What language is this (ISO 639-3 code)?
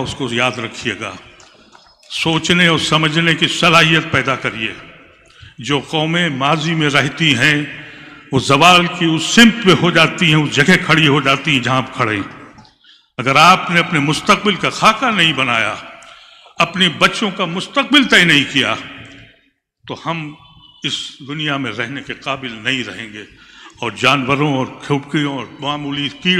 urd